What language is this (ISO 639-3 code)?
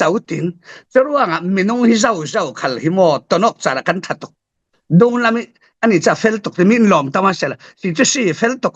cfm